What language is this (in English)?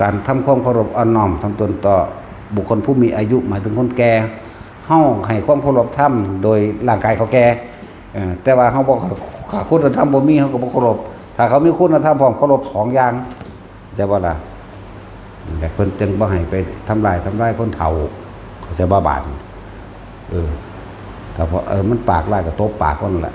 Northeastern Thai